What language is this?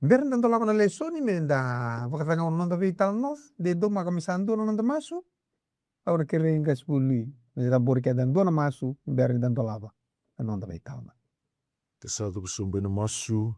Fijian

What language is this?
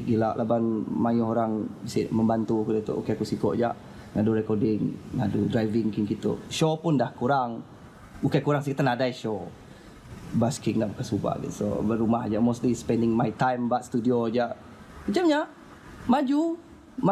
Iban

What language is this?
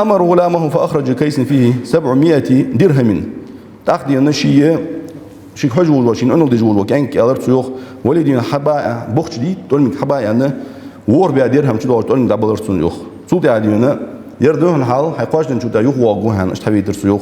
Ingush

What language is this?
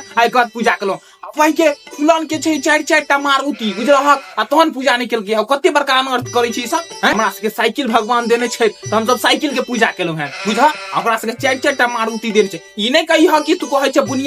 Maithili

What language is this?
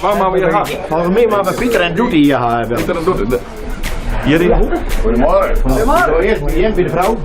Western Frisian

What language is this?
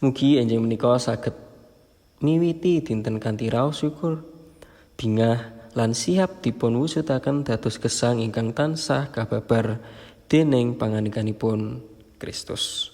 Javanese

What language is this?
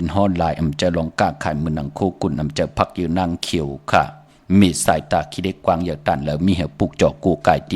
Shan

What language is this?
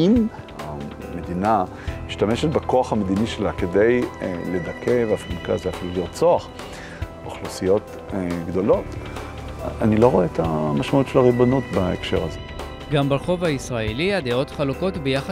Hebrew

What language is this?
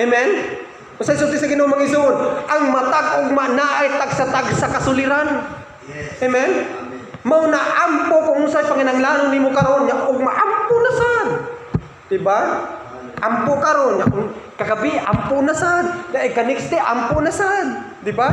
Cebuano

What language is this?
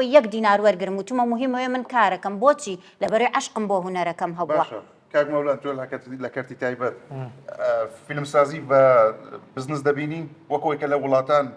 Central Kurdish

